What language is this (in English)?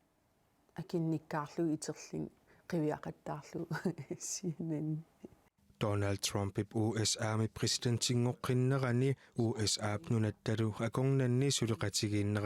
Kalaallisut